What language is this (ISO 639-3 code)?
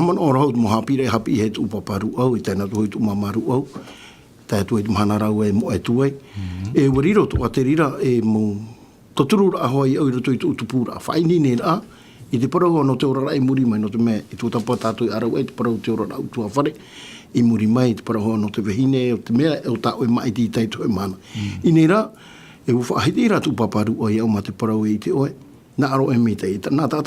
tah